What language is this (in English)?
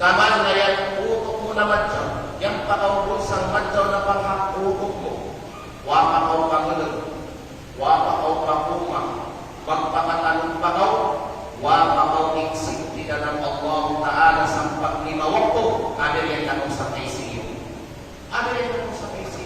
Kalagan